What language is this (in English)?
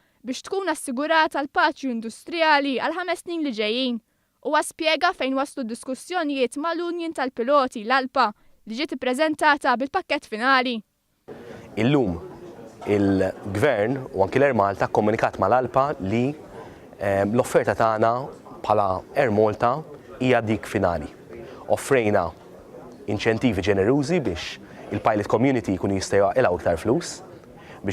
Maltese